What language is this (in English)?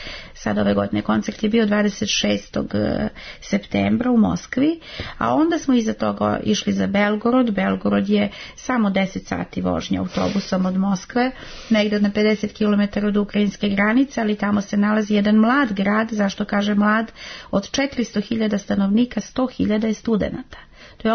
Serbian